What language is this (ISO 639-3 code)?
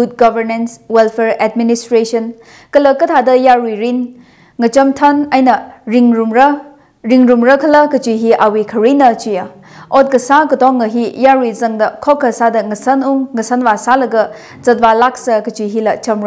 nmf